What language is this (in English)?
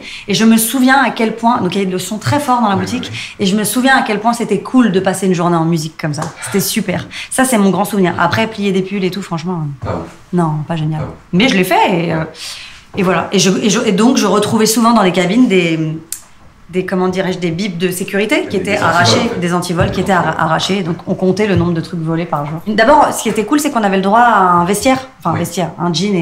French